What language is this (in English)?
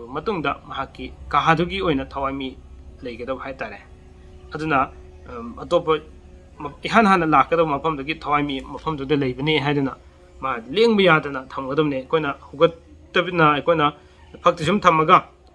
Manipuri